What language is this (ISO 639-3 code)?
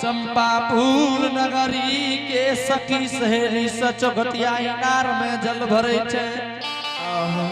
anp